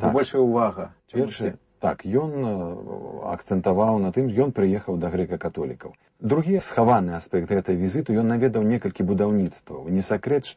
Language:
Belarusian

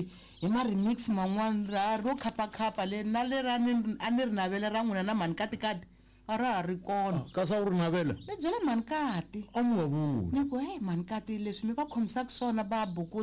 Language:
Tsonga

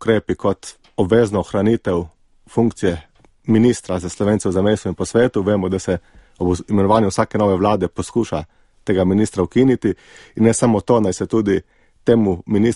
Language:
Slovenian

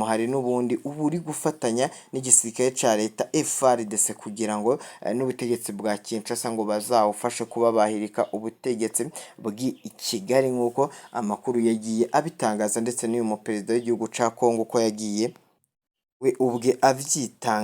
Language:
Rundi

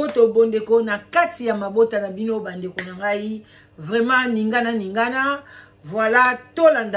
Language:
Lingala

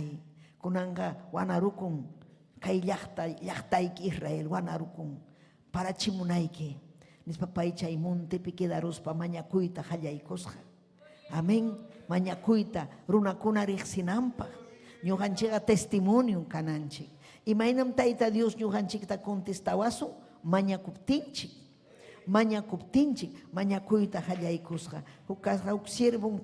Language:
Ayacucho Quechua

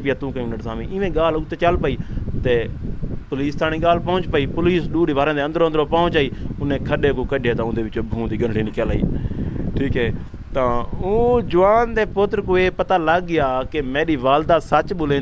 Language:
Saraiki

